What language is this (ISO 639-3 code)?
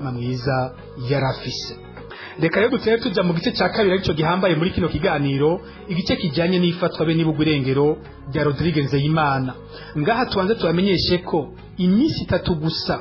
run